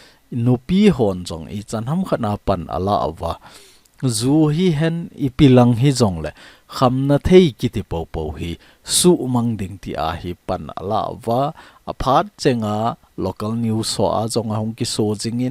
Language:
Thado Chin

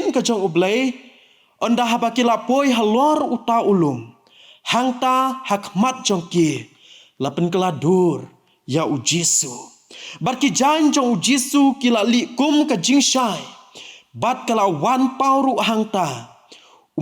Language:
Khasi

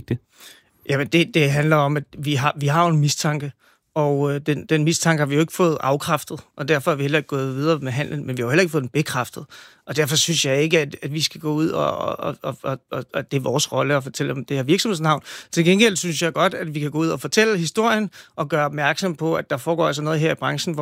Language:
Danish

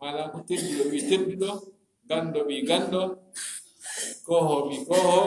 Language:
Fula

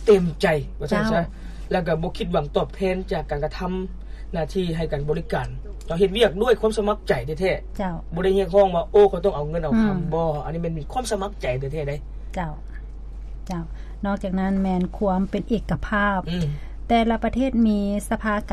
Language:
Lao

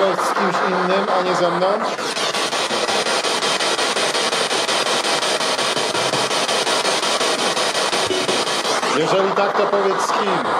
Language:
Polish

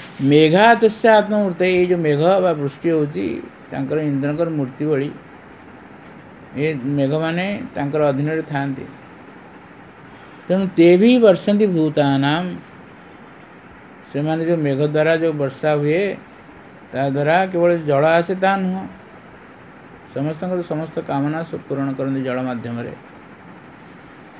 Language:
Odia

